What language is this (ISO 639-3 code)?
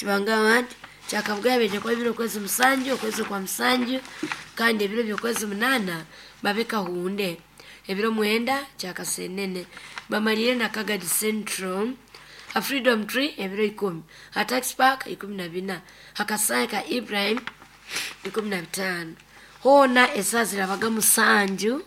nyo